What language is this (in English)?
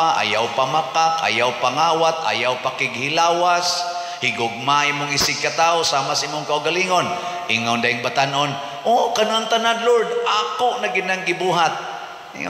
Cebuano